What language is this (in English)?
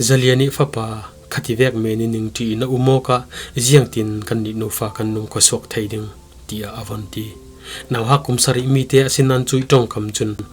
Falam Chin